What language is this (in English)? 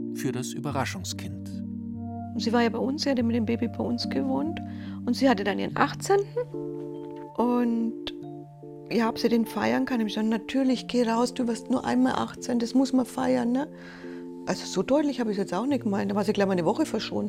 German